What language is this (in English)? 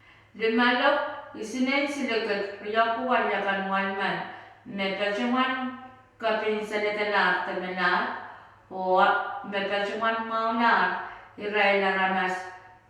Pohnpeian